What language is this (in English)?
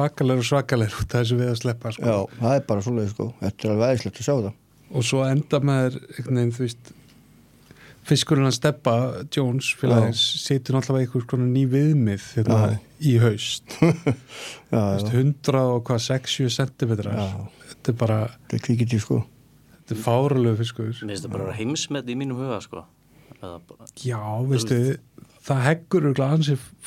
Icelandic